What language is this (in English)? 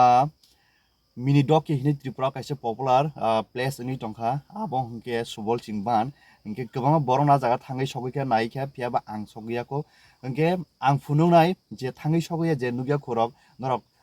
Kok Borok